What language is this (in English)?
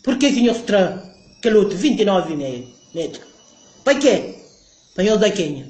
Kabuverdianu